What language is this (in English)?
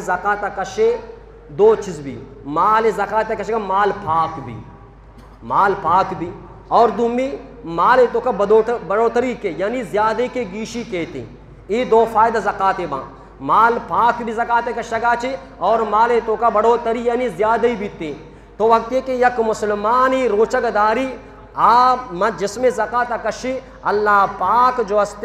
Eastern Balochi